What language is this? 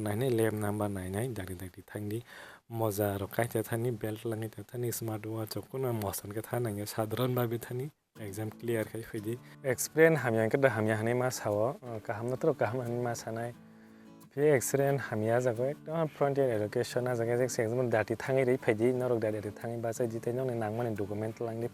Kok Borok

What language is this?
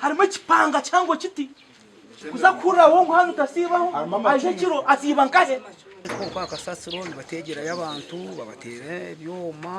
Nyankole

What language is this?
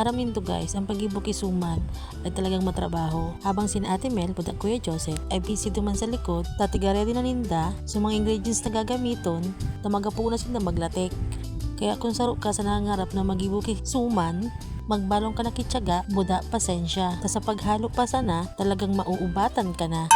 Bikol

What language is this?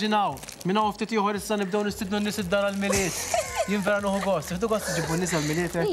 Maltese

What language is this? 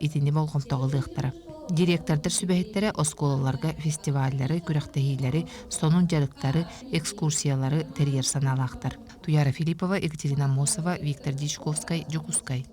Yakut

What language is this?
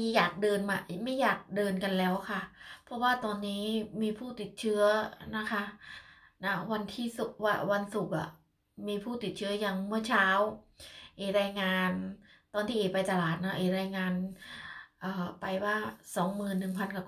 Thai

